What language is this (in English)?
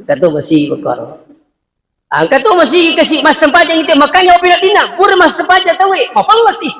Buginese